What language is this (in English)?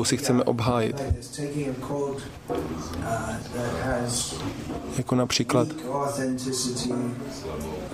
Czech